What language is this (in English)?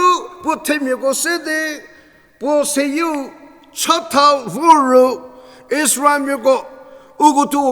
Angami Naga